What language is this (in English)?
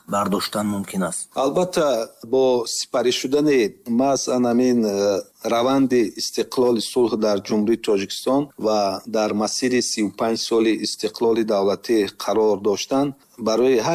Tajik